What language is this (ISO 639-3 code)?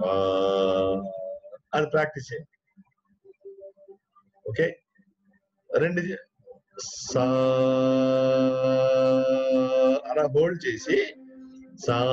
tel